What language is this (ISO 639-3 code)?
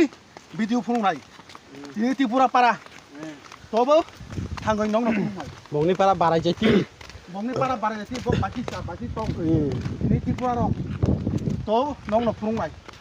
trp